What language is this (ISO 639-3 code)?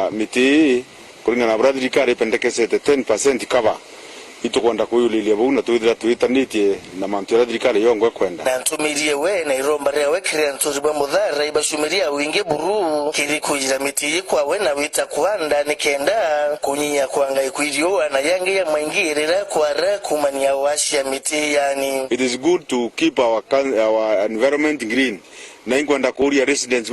mer